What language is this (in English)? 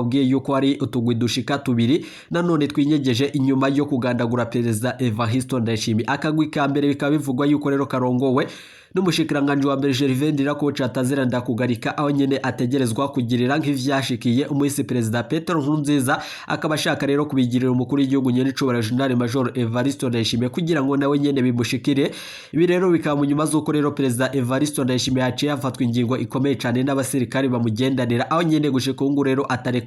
Rundi